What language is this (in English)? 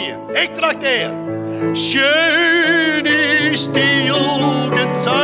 Western Frisian